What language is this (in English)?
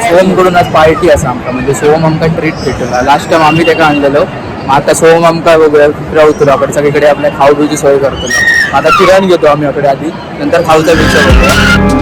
Konkani